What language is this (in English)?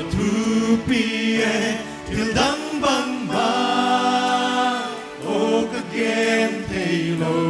Paite Chin